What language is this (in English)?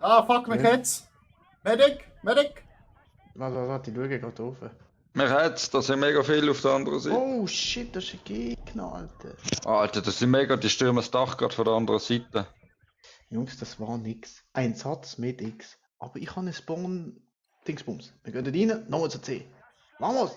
Swiss German